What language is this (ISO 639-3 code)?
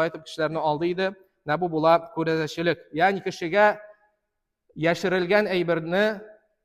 tat